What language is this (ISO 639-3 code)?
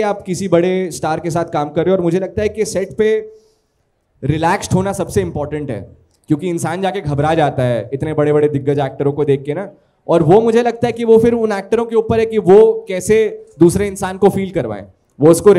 hin